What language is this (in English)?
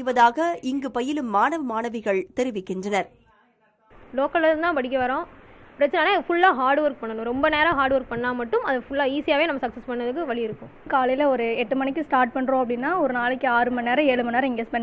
Tamil